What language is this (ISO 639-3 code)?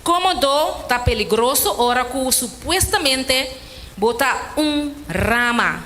pap